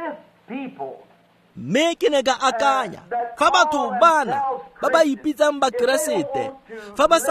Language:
Tswana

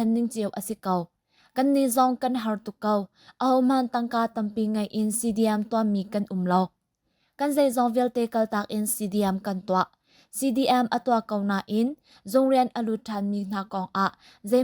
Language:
Hakha Chin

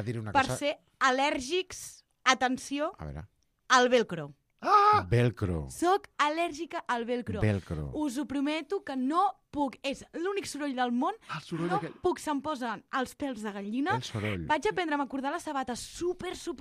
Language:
Catalan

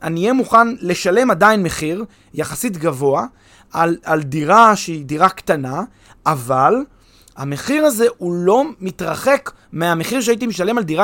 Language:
Hebrew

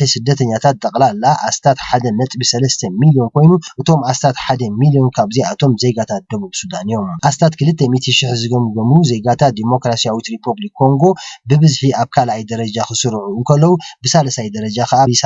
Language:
Tigrinya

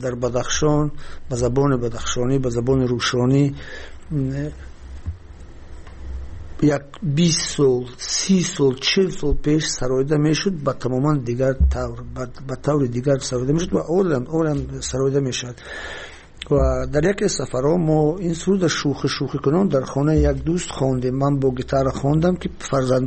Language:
Persian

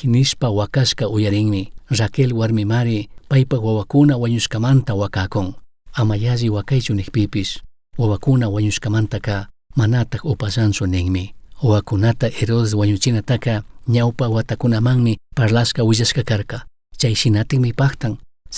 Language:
Chimborazo Highland Quichua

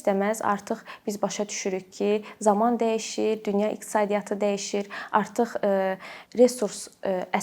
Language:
Azerbaijani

